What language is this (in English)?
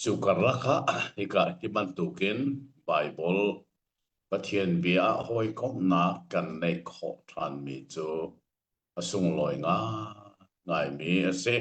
Hakha Chin